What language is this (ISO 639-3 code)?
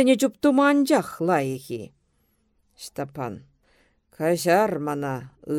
chv